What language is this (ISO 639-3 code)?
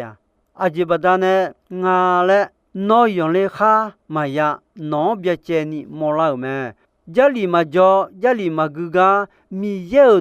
ahk